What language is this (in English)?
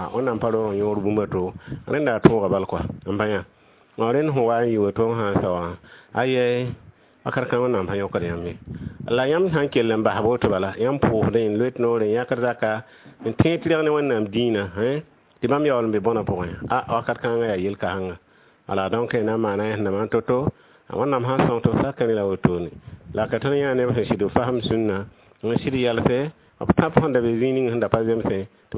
Mossi